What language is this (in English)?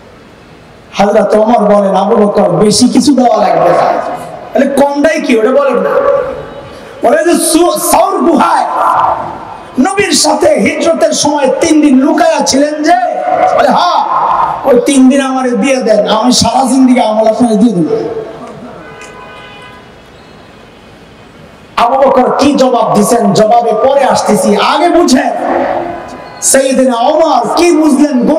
Bangla